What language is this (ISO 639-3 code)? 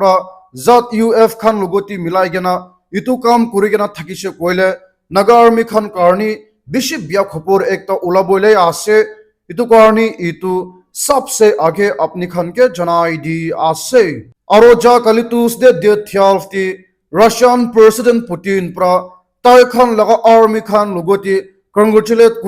nag